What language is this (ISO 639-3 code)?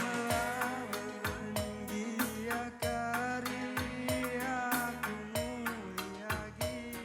btx